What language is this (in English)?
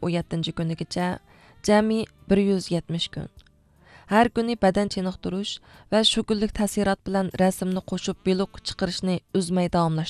Uyghur